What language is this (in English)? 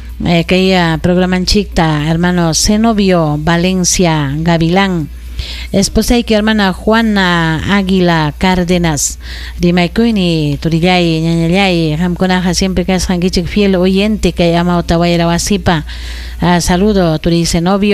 Ayacucho Quechua